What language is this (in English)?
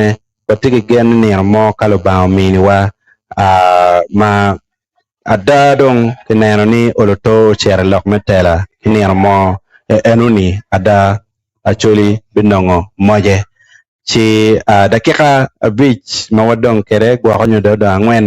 Acoli